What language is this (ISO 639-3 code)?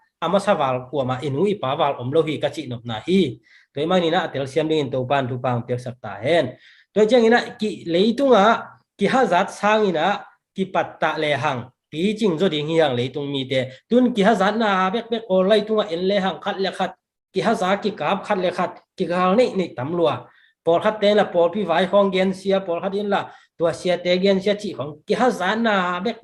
ctd